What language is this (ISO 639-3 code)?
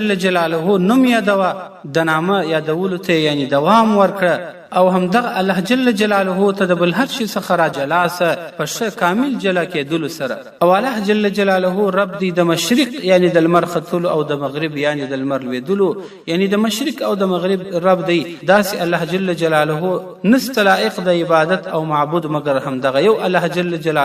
pus